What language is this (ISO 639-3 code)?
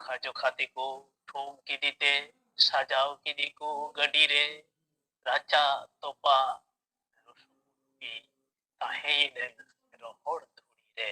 sat